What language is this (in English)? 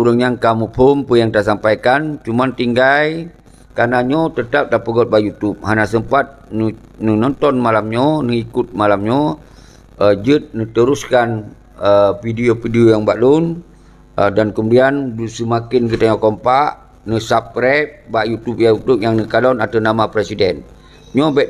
Achinese